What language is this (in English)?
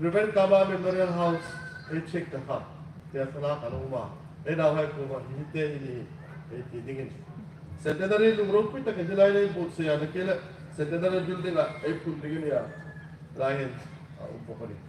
Hmar